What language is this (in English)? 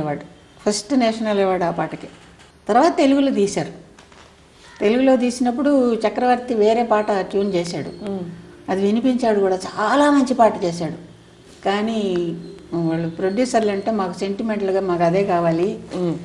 Telugu